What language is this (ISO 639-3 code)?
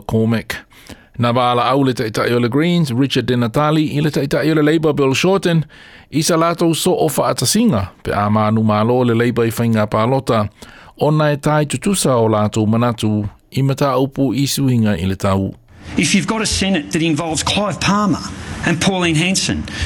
smo